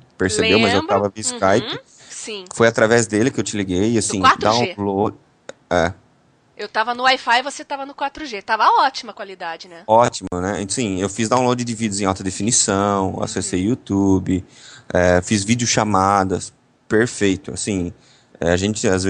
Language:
Portuguese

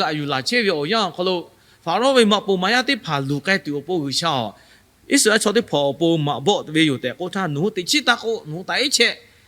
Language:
Lahu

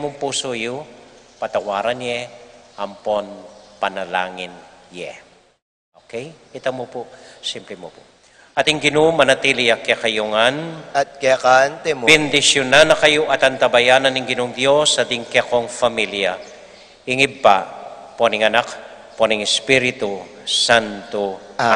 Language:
Pampanga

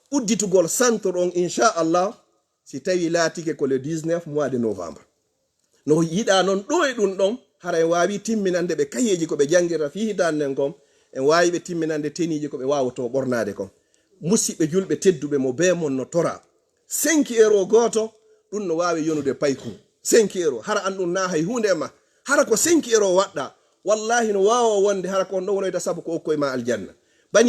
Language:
Fula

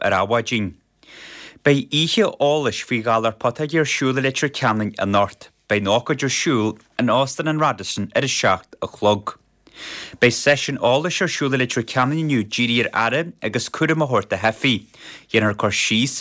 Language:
Irish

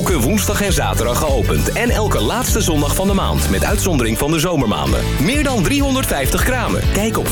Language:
Dutch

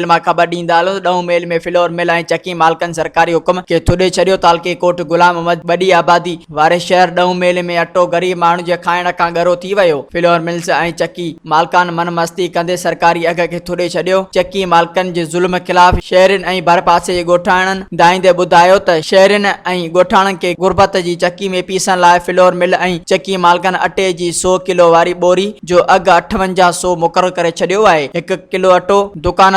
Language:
Sindhi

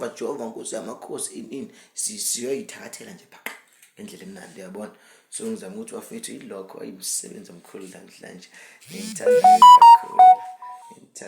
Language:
Zulu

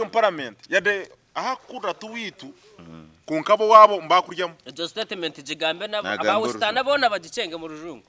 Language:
Nyankole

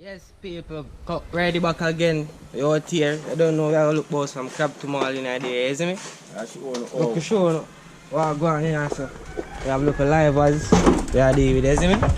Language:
Jamaican Creole English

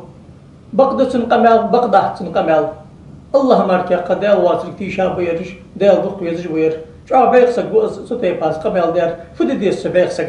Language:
Ingush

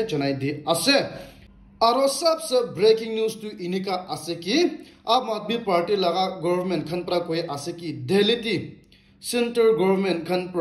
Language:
Naga Pidgin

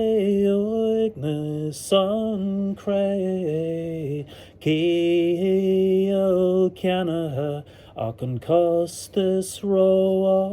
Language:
Irish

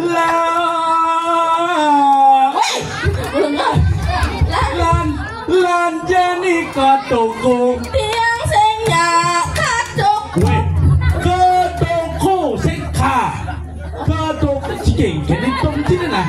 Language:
Balinese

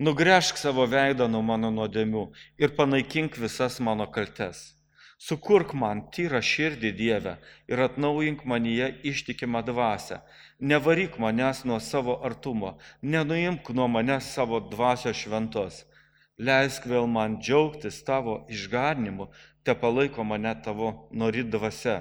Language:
Lithuanian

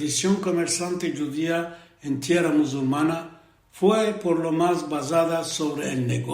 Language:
Ladino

